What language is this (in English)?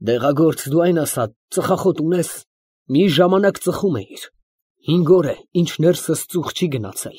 Armenian